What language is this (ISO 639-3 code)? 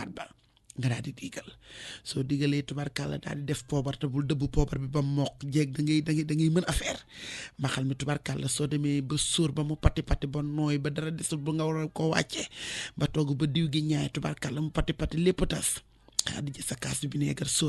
wol